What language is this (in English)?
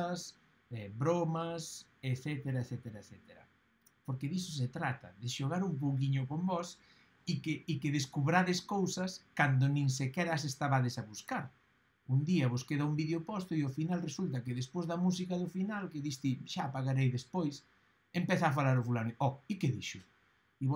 Galician